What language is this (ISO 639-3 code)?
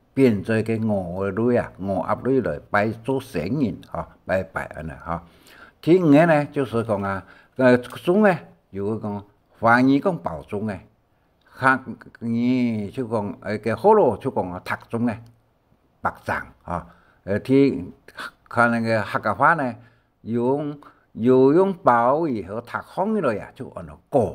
hak